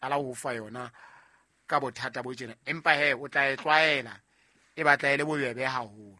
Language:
Southern Sotho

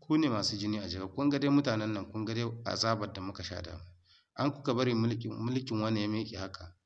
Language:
Hausa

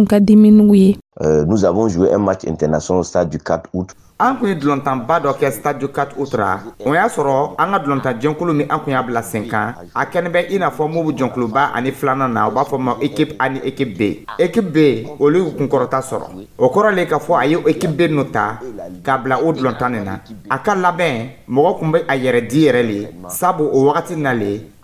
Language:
Dyula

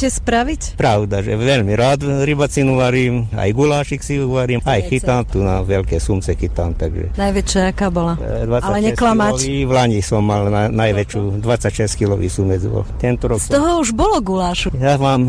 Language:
Slovak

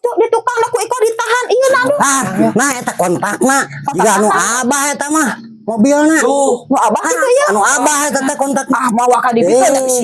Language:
Sundanese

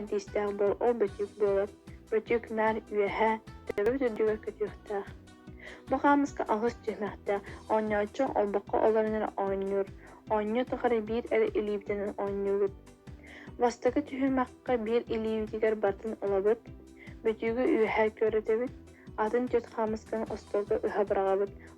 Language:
Yakut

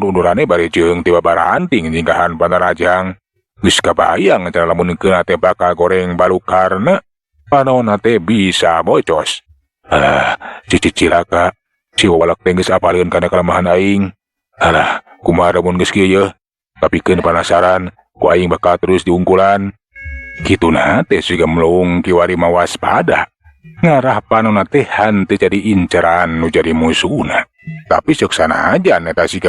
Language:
Sundanese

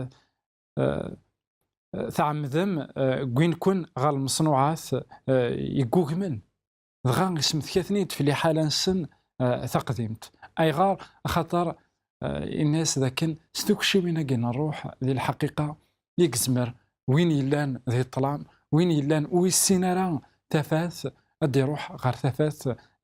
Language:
Kabyle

